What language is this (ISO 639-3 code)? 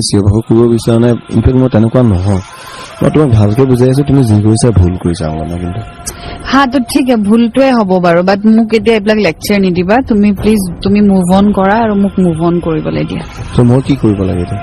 asm